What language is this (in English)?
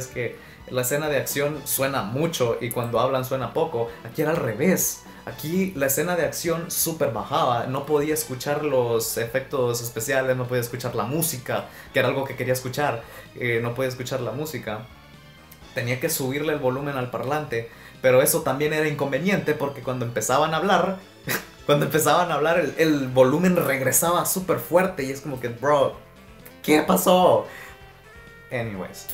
Spanish